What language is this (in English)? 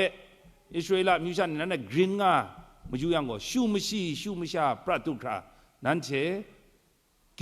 Kachin